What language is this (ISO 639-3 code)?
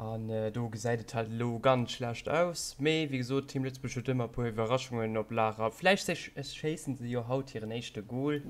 ltz